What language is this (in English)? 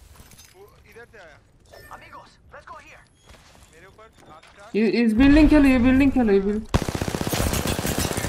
Hindi